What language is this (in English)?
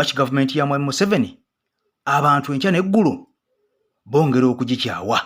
Ganda